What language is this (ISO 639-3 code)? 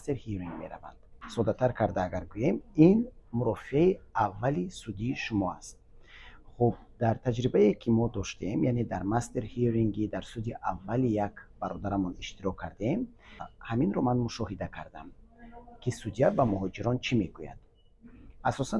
tgk